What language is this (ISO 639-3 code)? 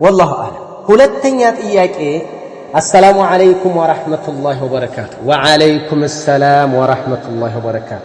amh